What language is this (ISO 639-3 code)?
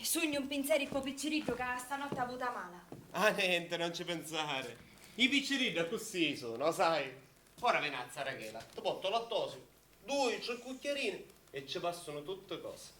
scn